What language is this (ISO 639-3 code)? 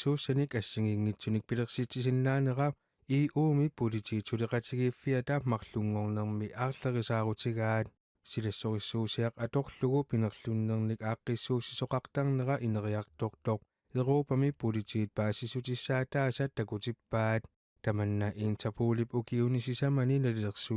kal